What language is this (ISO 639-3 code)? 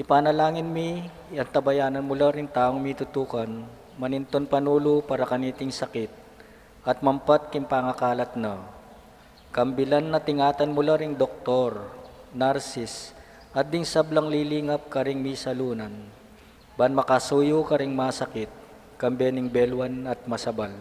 pam